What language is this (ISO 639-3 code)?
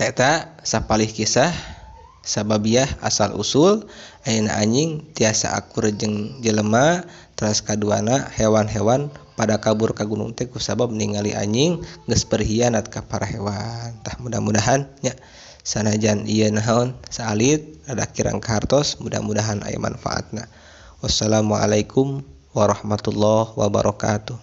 sun